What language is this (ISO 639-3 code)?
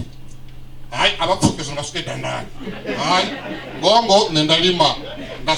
ven